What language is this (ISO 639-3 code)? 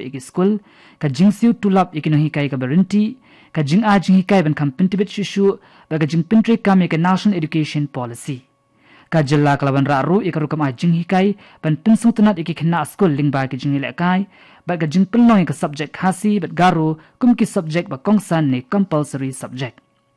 kha